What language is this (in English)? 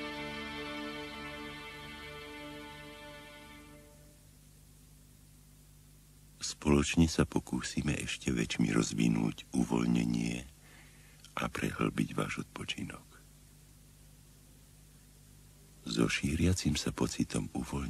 Slovak